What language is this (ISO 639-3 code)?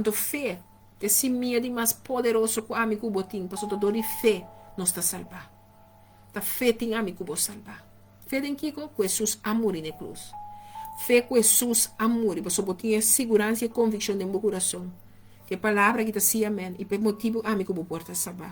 pap